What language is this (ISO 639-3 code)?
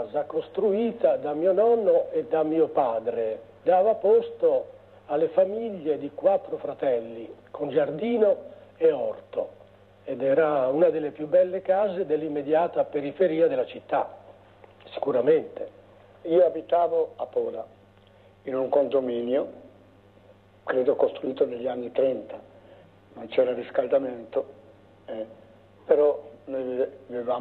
ita